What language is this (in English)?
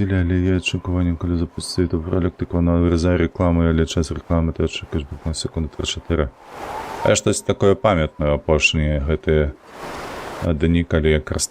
Belarusian